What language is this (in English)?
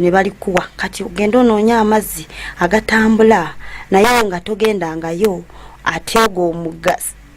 Ganda